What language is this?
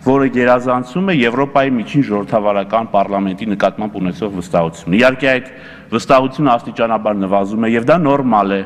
Armenian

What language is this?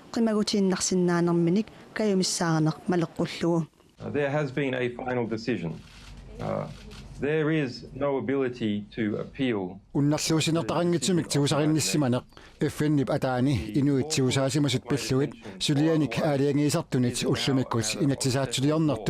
Kalaallisut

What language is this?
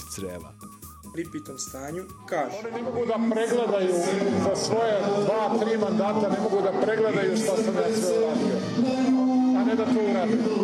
Serbian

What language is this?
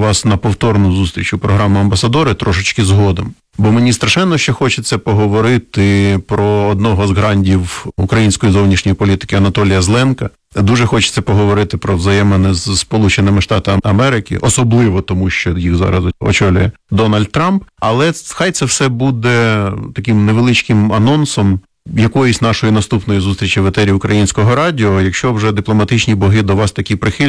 Ukrainian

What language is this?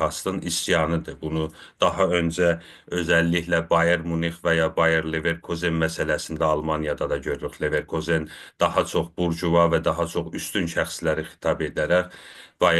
South Azerbaijani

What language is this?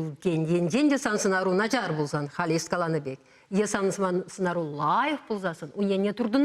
Chuvash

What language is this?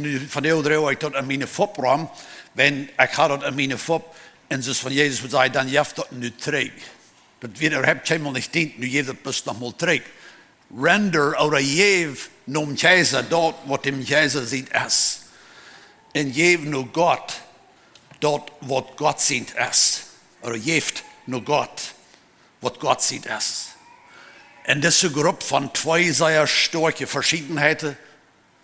Plautdietsch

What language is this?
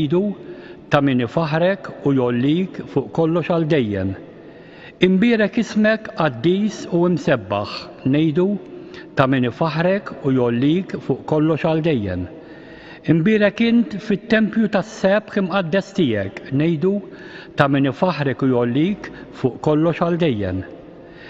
Maltese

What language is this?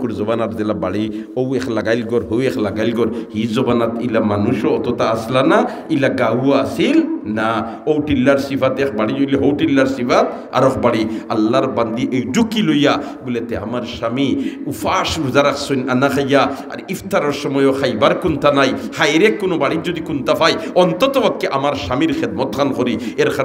Sylheti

